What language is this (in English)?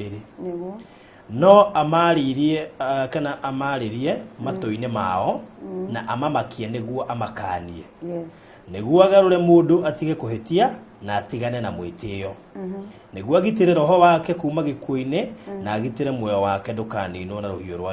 Kikuyu